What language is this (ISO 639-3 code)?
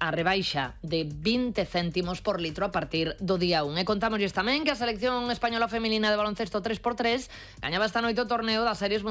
glg